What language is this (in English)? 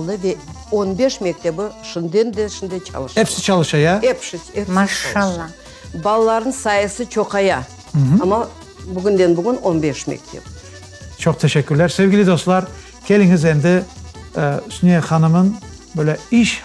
Crimean Tatar